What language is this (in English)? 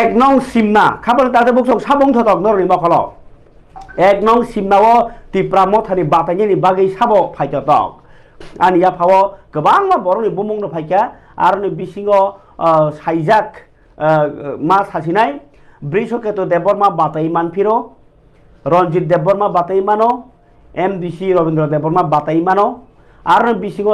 Kok Borok